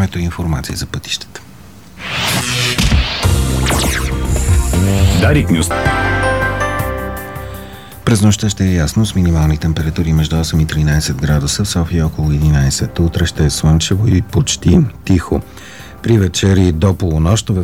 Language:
Bulgarian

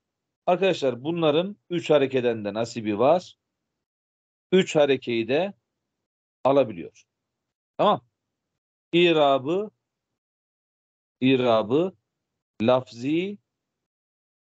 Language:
Turkish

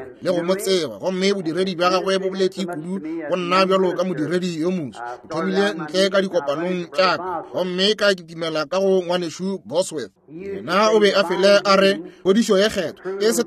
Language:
Northern Sotho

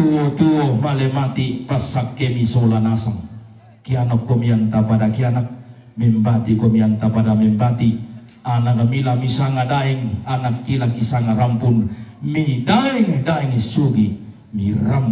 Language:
Toraja-Sa'dan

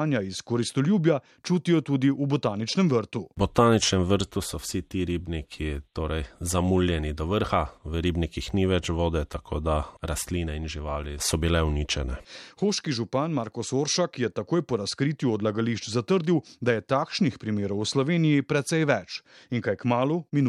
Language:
Slovenian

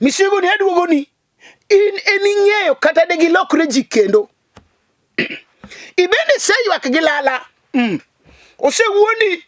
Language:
Luo (Kenya and Tanzania)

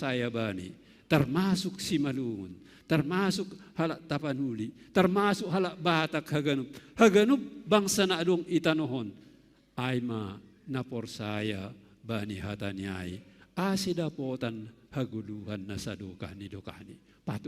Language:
Batak Simalungun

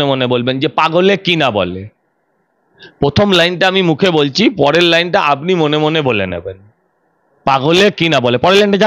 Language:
Bangla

